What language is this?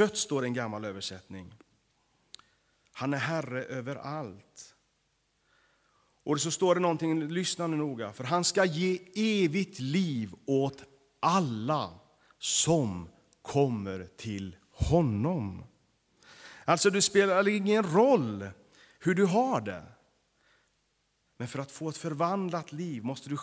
Swedish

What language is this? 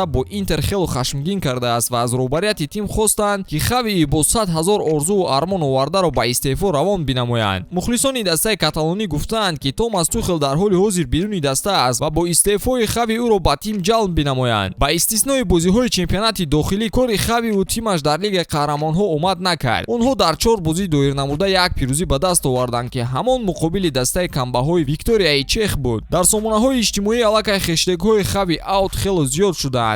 Tajik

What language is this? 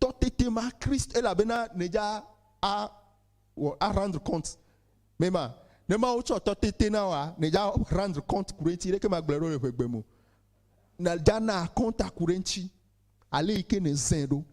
Ewe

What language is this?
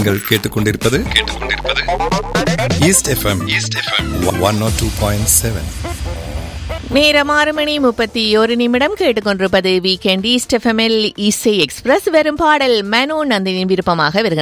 Tamil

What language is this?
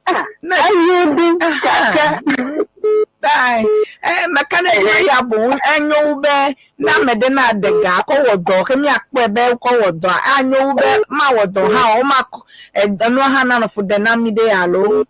Ewe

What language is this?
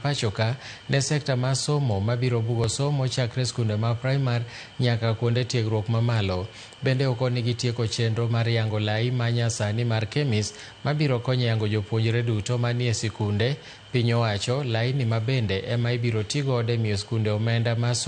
Luo (Kenya and Tanzania)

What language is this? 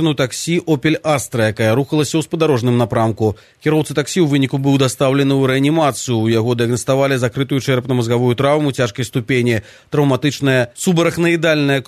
Belarusian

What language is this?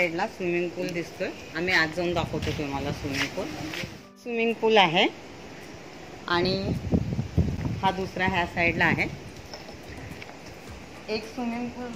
Marathi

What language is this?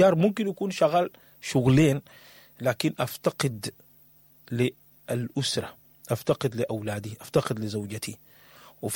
Sudanese Arabic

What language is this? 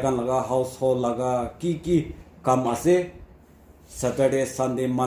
Naga Pidgin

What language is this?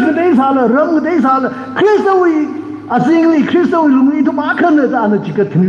Tangkhul Naga (India)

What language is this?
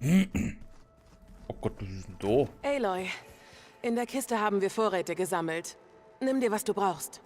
Bavarian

